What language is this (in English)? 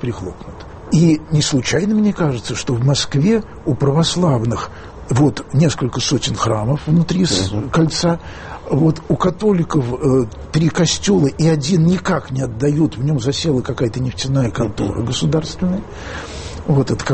Russian